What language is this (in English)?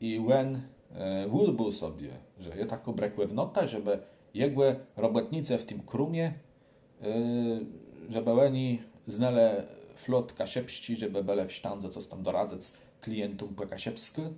Kashubian